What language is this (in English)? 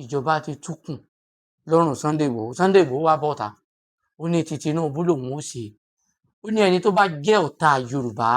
Yoruba